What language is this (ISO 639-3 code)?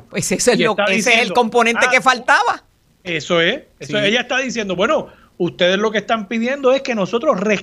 spa